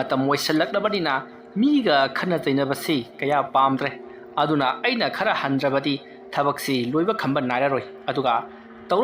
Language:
Manipuri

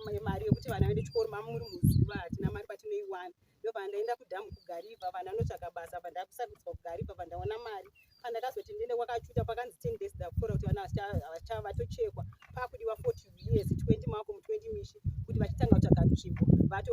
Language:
Shona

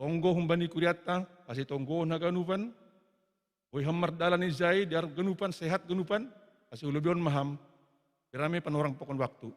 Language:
Batak Simalungun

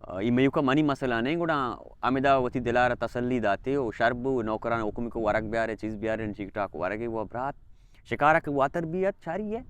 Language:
Baluchi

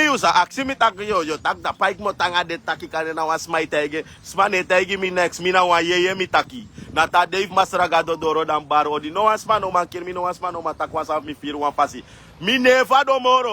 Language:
Sranan Tongo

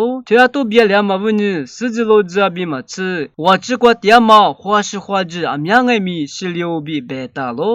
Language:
Lisu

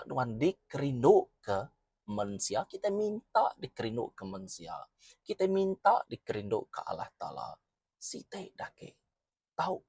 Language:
Iban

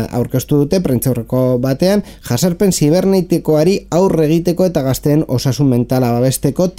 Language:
Basque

